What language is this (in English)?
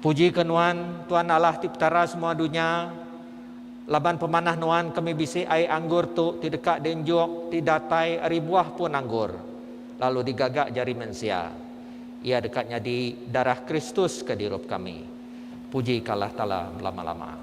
Iban